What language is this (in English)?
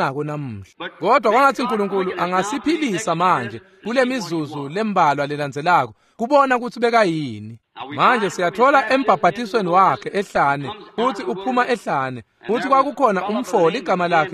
Swati